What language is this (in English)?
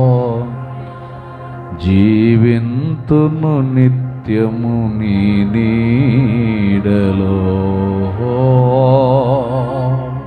Telugu